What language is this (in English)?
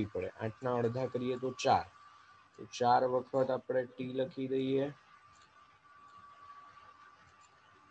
Gujarati